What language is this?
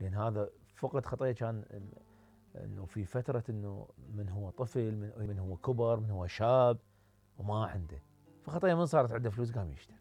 Mesopotamian Arabic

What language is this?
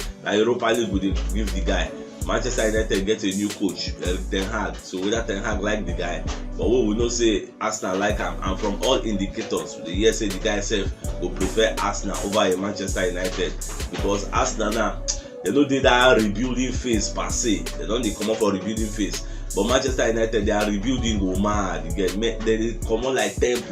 Nigerian Pidgin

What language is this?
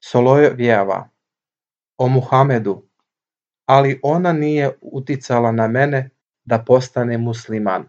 Serbian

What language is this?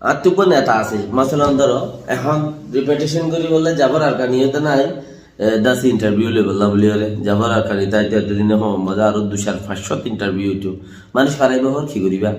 Rohingya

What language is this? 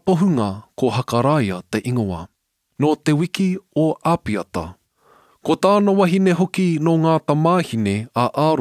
Māori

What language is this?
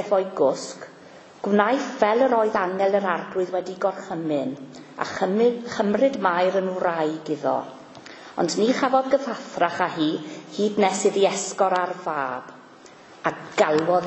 Welsh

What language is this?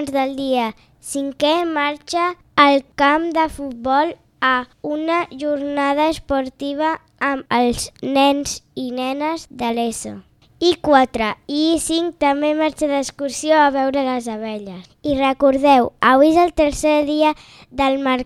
Catalan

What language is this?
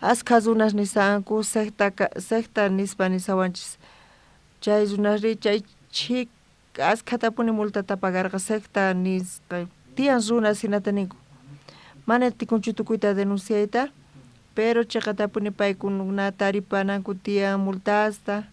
South Bolivian Quechua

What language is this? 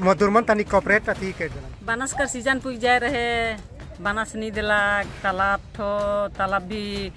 Sadri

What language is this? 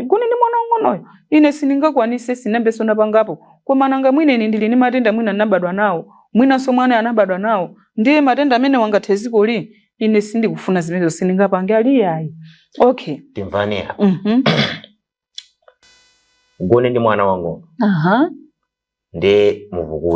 Nyanja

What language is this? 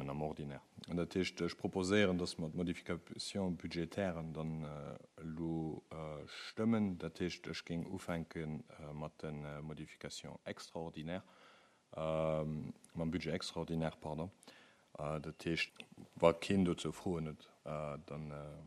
Luxembourgish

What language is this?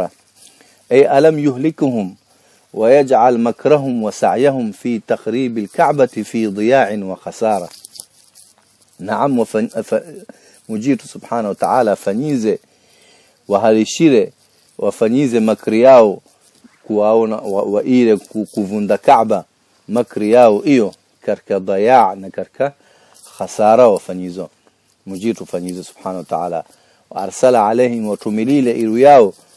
Swahili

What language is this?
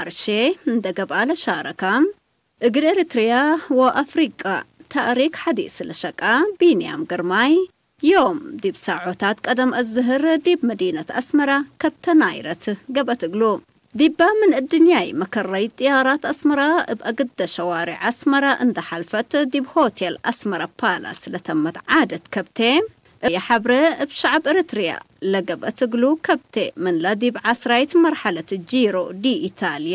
Tigre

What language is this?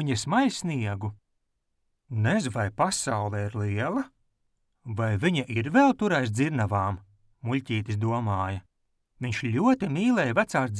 Latvian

